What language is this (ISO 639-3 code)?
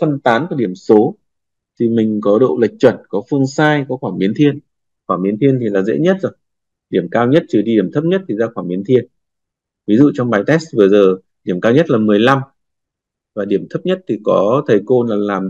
vie